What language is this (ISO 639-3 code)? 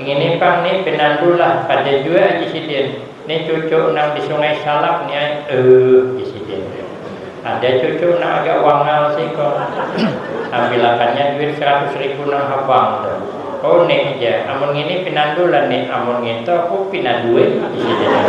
bjn